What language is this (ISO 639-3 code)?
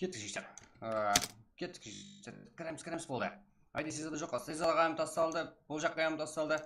kaa